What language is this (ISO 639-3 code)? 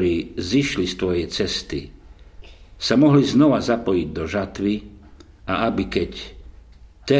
slk